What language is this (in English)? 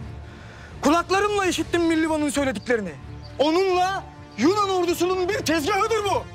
Turkish